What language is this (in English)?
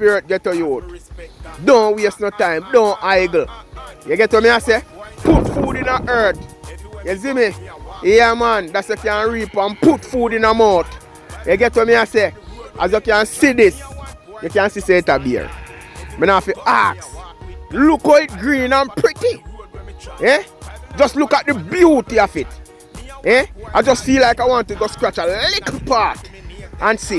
Jamaican Creole English